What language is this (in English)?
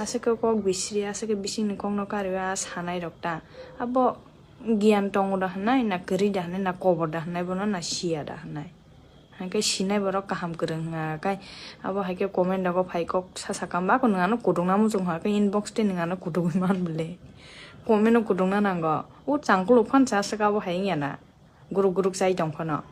Kok Borok